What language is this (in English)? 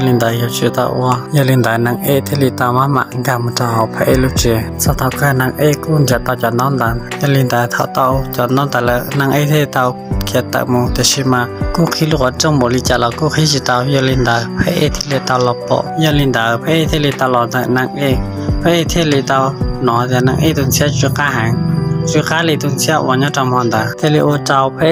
Hmong